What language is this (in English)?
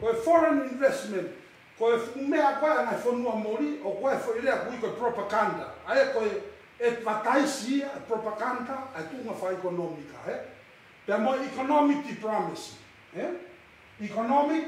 Tongan